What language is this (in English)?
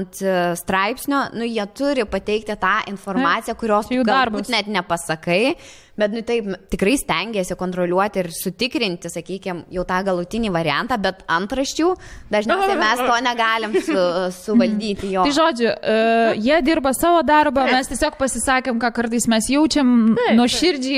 Lithuanian